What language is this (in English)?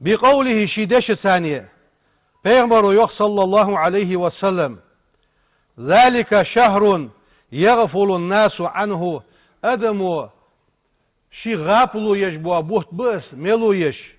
Ingush